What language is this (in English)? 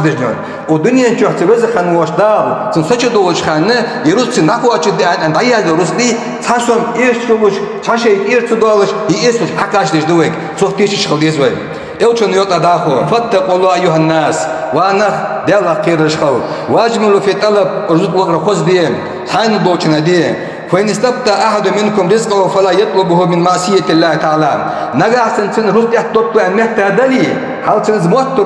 Ingush